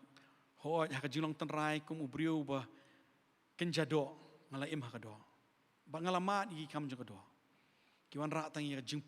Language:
Khasi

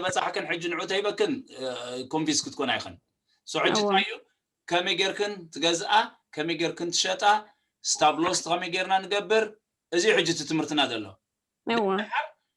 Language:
Tigrinya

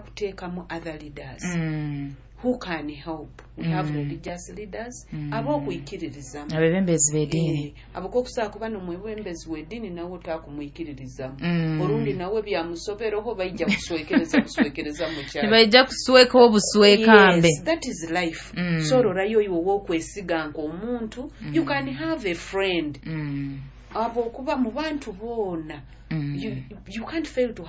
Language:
Nyoro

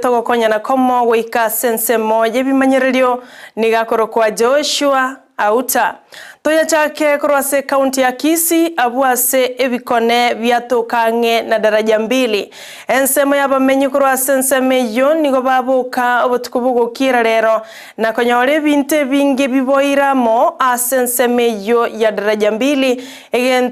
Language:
Gusii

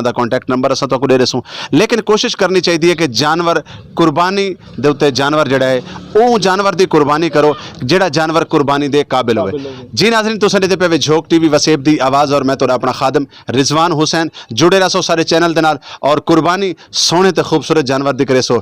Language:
Saraiki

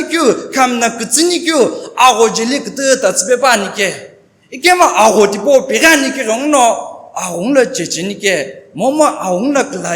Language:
Sumi Naga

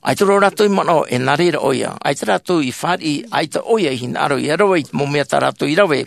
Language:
Tahitian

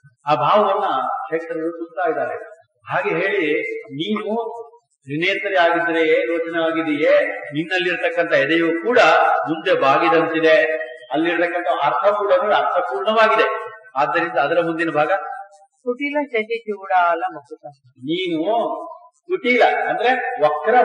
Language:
Kannada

